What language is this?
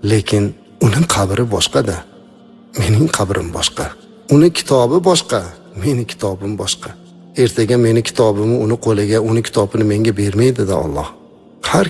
Uzbek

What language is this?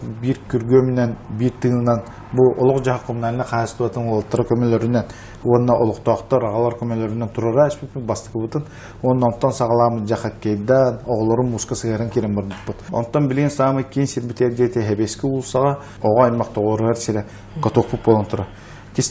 Yakut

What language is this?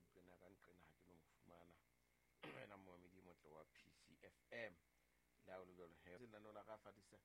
Southern Sotho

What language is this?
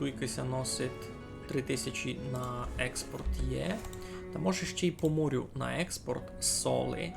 Rusyn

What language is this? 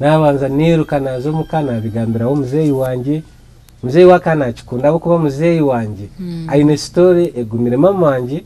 Nyankole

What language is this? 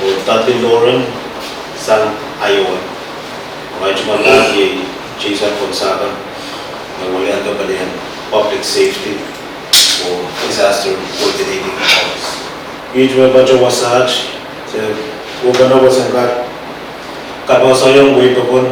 Pohnpeian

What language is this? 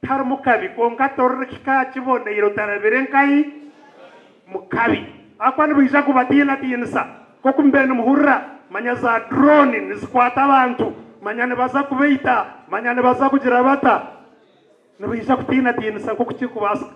Nyankole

